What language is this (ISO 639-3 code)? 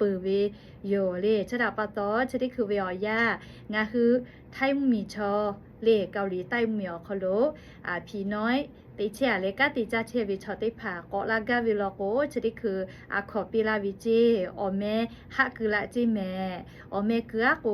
lhu